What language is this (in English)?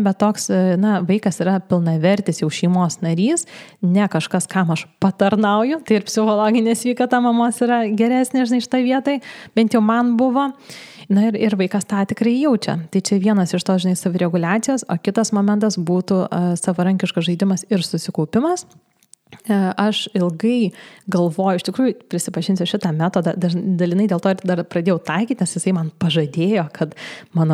Lithuanian